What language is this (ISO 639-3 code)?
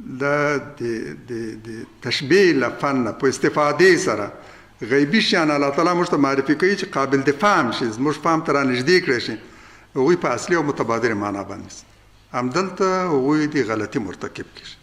pus